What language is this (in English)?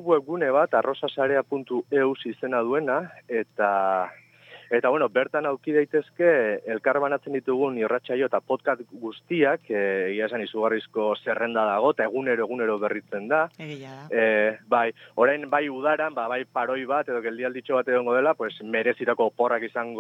Basque